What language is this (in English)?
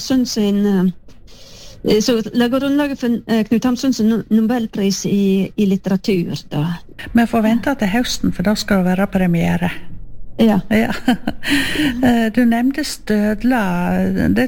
Norwegian